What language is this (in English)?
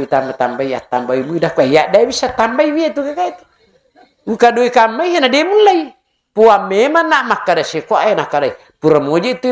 Buginese